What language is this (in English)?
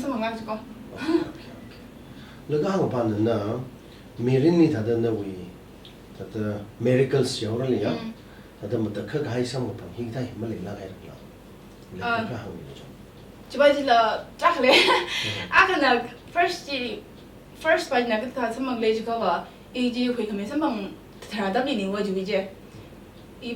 Tangkhul Naga (India)